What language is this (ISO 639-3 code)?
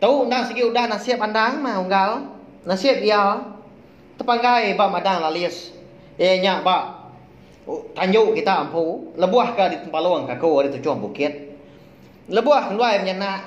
iba